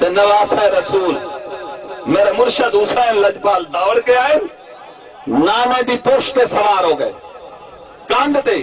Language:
Saraiki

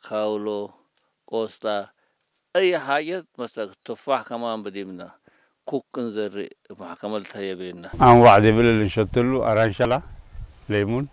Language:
Tigre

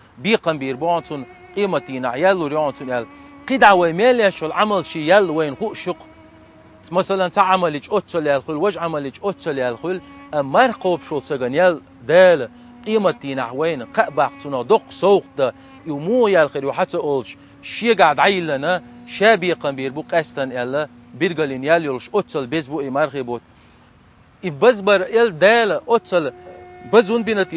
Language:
Chechen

